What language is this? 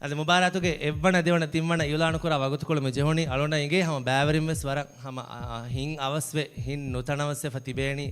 Divehi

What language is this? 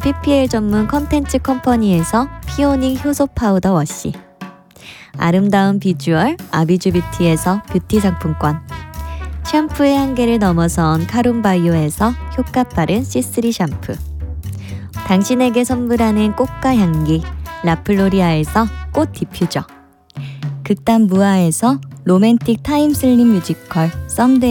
Korean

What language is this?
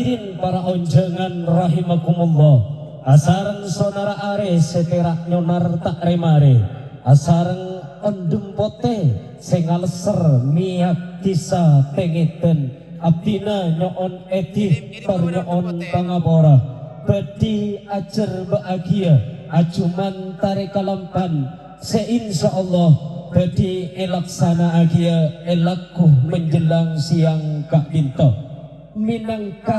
Madurese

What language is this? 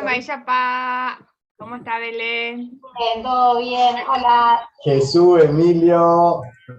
Guarani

